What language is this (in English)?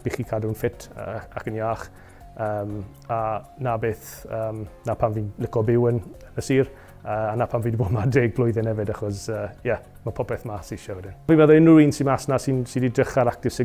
Welsh